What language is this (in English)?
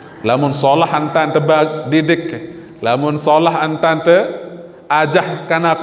Sasak